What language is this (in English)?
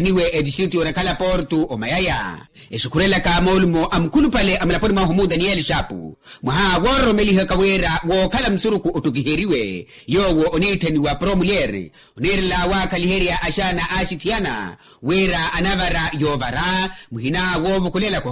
Makhuwa